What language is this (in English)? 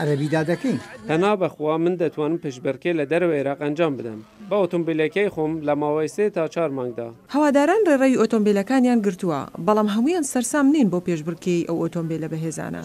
Central Kurdish